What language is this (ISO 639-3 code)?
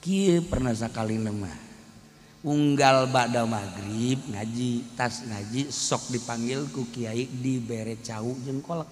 sun